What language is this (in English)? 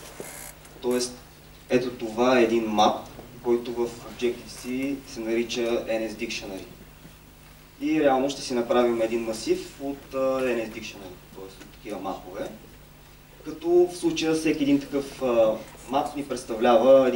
Bulgarian